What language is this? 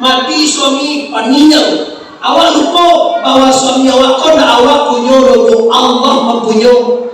Minangkabau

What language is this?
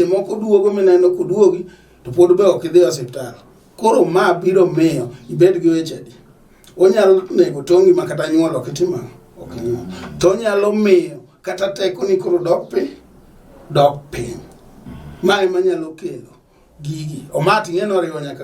Luo (Kenya and Tanzania)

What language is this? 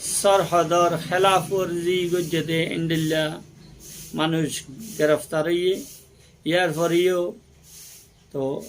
Rohingya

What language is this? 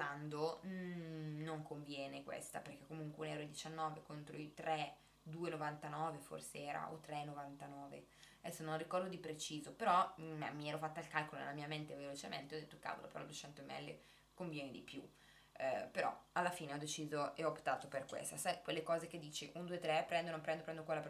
Italian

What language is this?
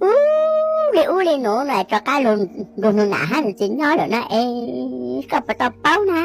Hmong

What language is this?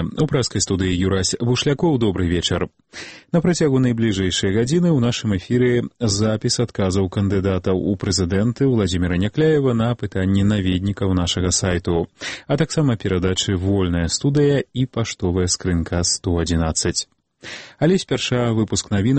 Belarusian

